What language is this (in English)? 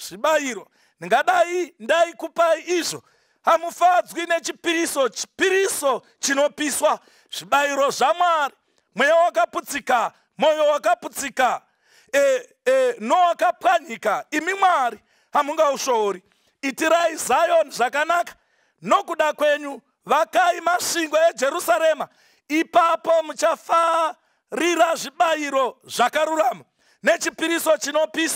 Shona